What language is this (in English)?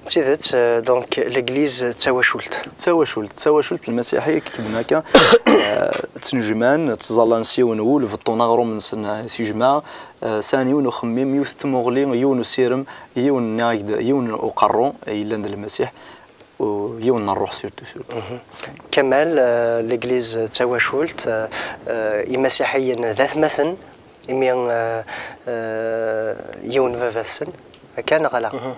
Kabyle